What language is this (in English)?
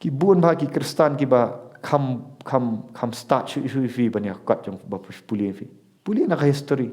Khasi